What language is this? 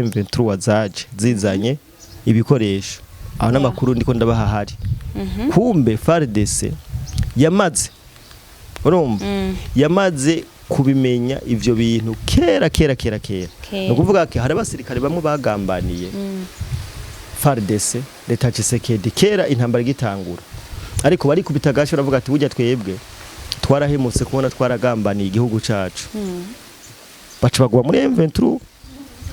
Rundi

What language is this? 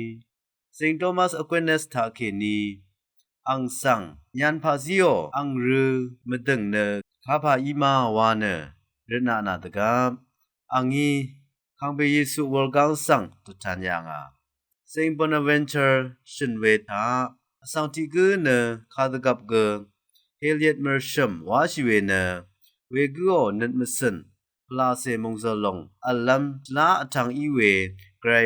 Rawang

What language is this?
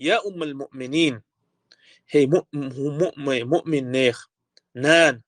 Chechen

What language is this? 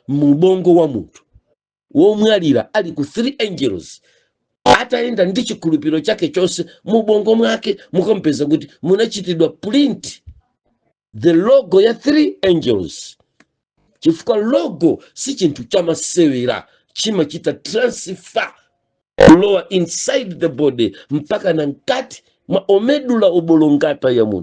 Nyanja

